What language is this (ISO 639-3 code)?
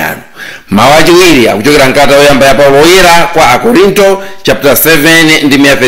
nya